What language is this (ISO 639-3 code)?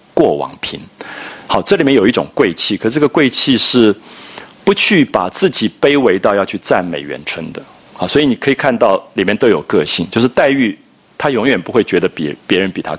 zho